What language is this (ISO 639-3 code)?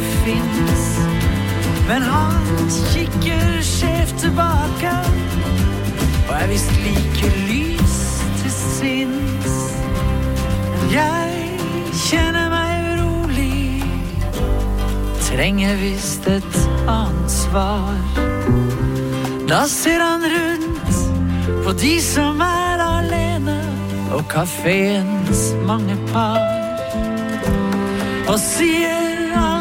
nor